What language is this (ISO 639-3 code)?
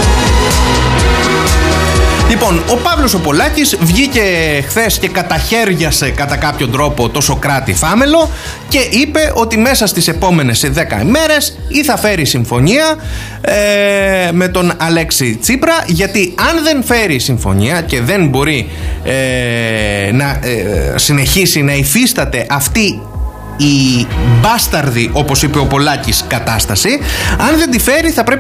ell